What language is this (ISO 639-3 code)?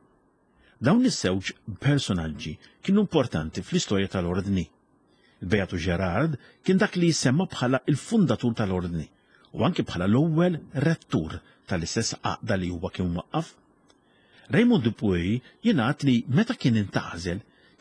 mlt